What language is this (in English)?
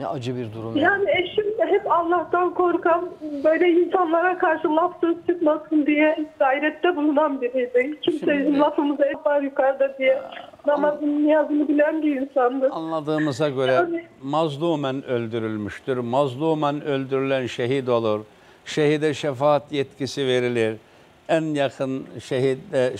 Turkish